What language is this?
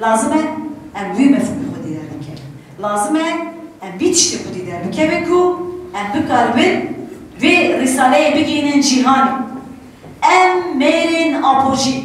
Kurdish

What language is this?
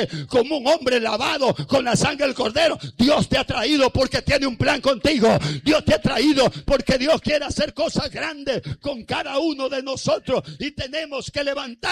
Spanish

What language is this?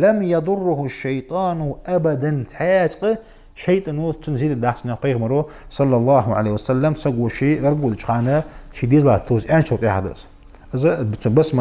Ingush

